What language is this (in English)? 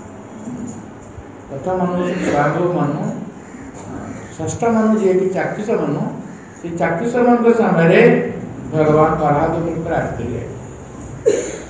Odia